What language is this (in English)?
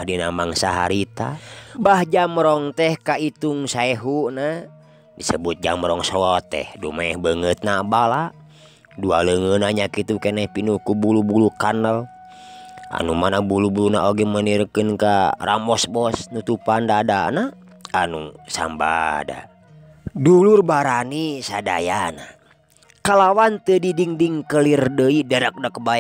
Sundanese